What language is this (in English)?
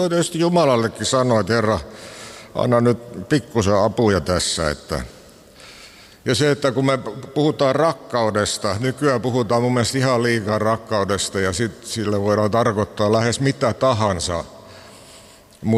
Finnish